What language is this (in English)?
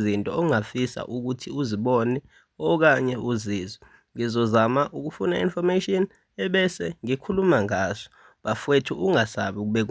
Zulu